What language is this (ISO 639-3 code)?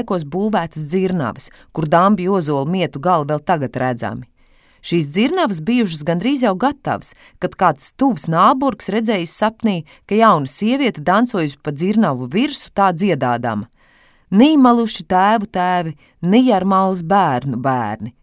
lav